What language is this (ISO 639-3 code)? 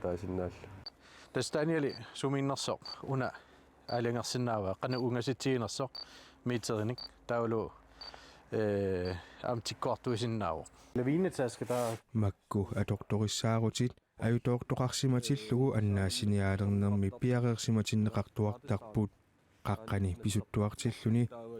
kal